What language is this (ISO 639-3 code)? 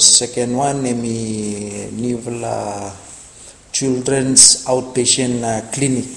bis